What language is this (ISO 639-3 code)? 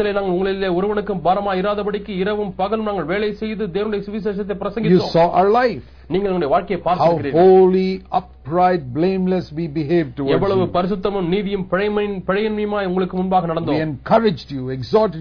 tam